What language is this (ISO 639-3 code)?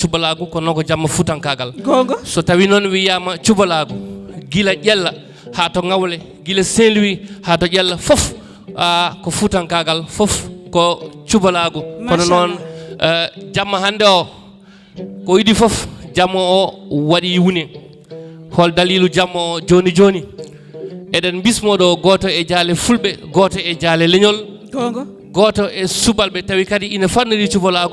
ful